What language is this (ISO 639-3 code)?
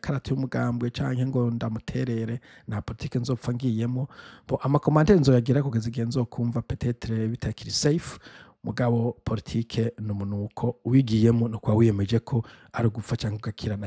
run